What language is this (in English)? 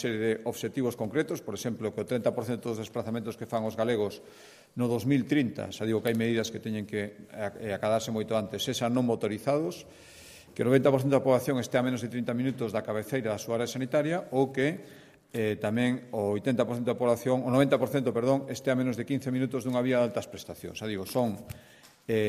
Galician